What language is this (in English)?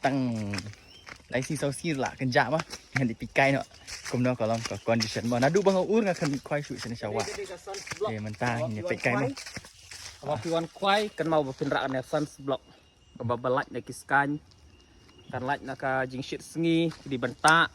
Khasi